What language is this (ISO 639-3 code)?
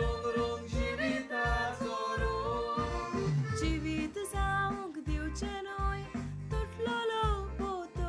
kok